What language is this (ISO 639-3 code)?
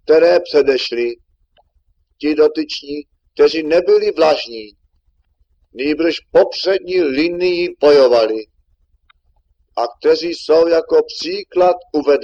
ces